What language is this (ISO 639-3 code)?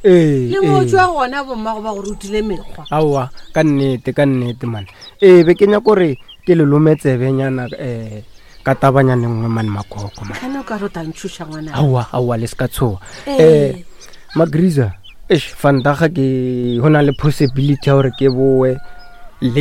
nso